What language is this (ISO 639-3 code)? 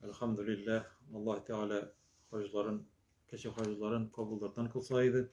tat